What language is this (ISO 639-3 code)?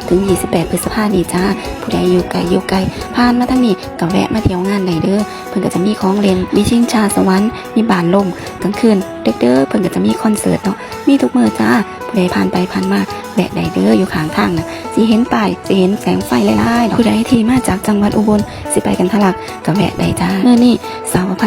tts